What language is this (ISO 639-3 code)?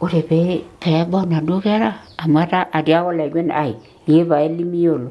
mas